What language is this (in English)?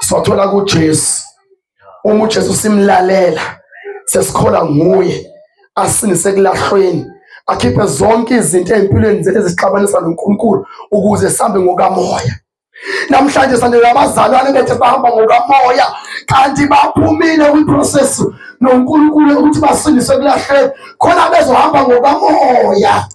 Zulu